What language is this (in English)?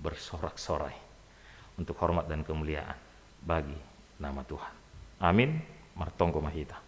Batak Simalungun